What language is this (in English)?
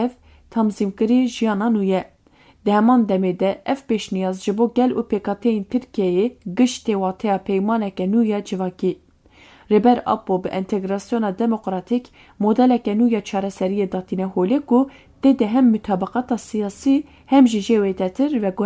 Kurdish